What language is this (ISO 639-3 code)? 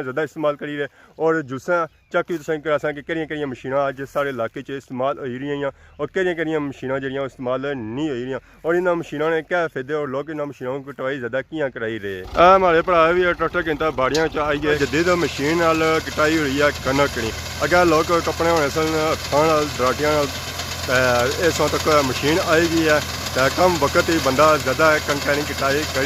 phr